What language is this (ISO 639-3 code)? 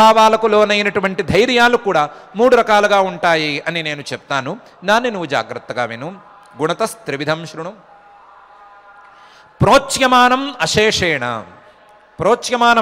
tel